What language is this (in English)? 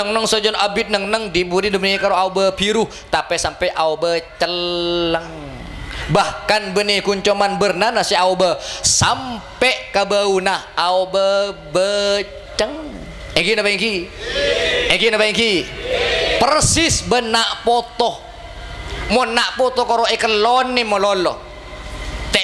Madurese